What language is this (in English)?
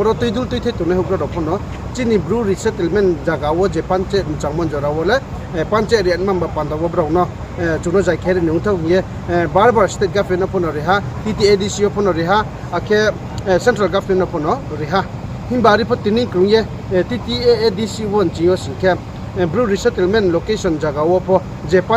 Riang (India)